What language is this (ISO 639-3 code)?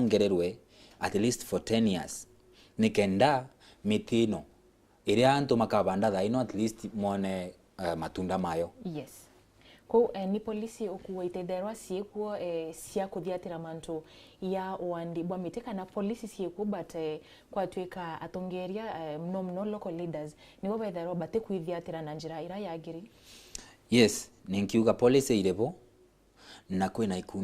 mer